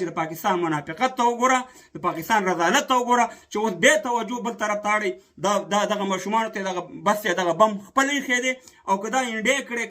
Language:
Pashto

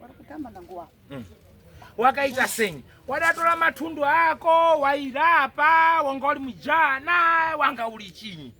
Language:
Shona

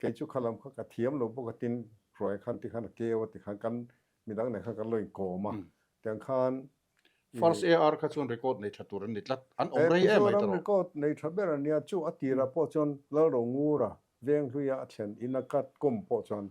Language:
Mizo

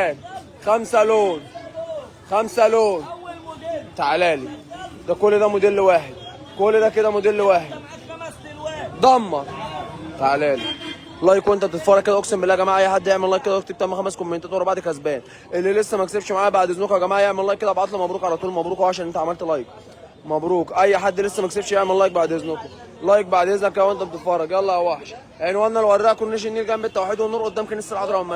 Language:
Egyptian Arabic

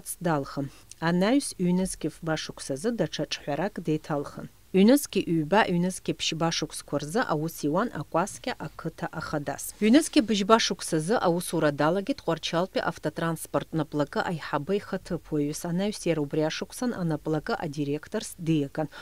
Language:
Abkhazian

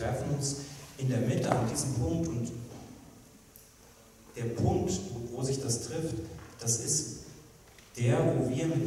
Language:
German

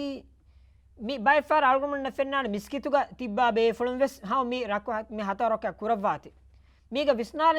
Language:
Divehi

